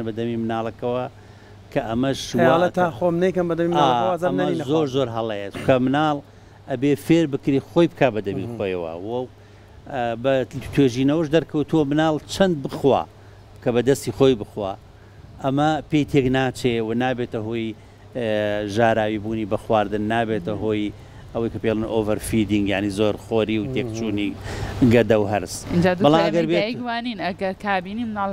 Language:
Central Kurdish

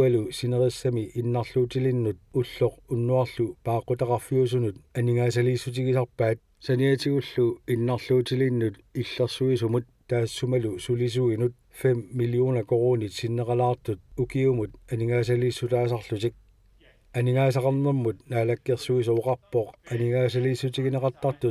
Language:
Kalaallisut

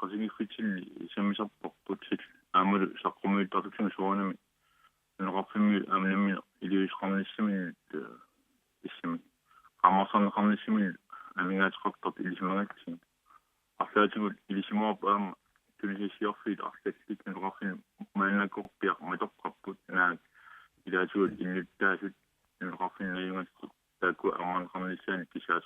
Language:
Kalaallisut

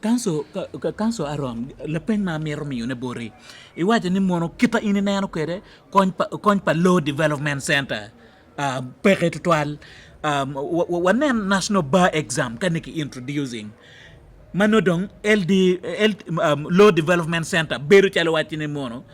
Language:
Acoli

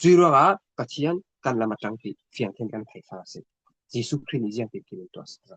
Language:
Falam Chin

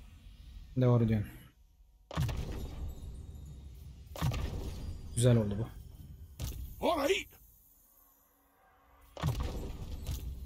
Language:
Turkish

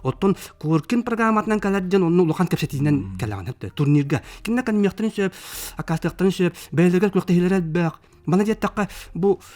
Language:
Yakut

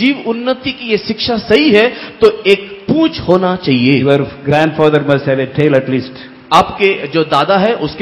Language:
Hindi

